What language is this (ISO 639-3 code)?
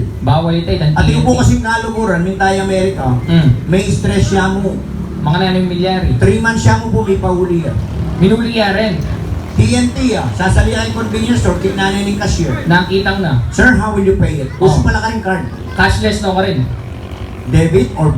pam